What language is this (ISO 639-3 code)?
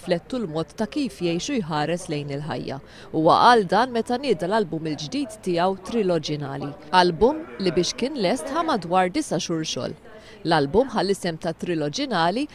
mlt